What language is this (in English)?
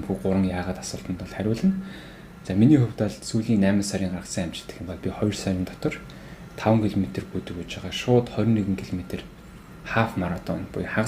Mongolian